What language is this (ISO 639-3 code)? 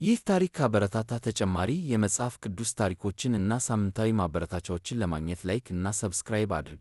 amh